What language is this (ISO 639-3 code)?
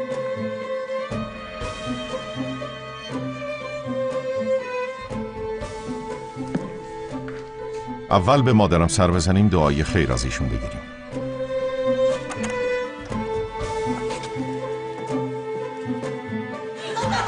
fas